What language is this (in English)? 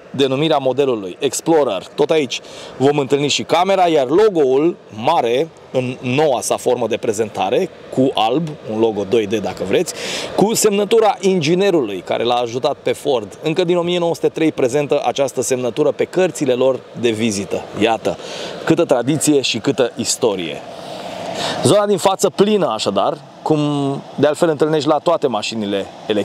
Romanian